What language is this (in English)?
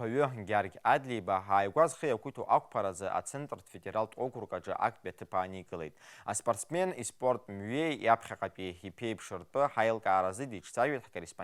Abkhazian